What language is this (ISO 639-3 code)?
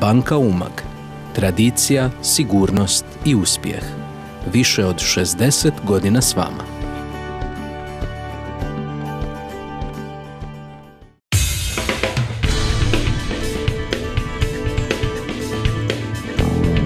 hrv